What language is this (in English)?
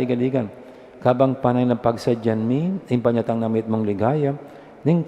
Pampanga